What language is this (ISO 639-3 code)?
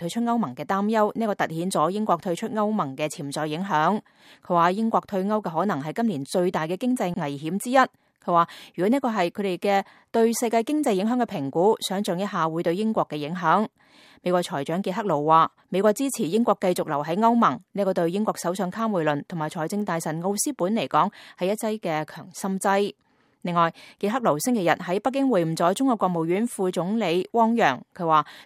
yue